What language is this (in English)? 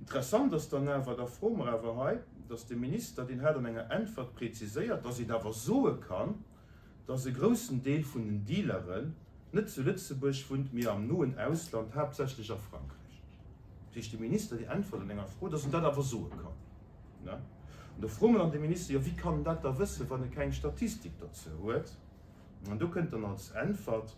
Luxembourgish